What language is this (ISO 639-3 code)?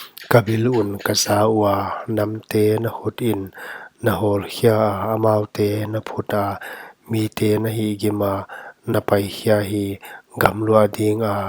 pck